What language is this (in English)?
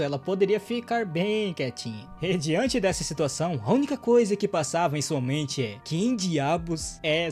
Portuguese